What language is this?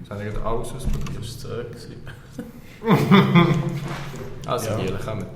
Swiss German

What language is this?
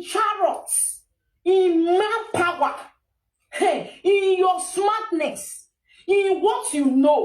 Nigerian Pidgin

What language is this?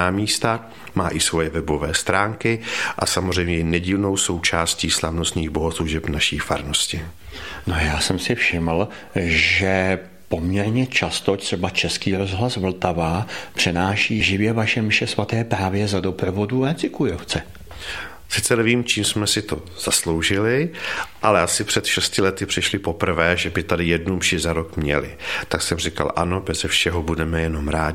Czech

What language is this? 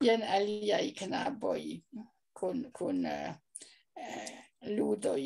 Esperanto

